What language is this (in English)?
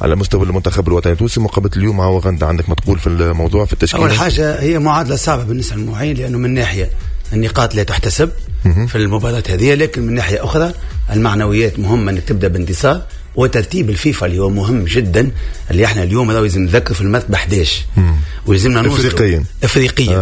Tunisian Arabic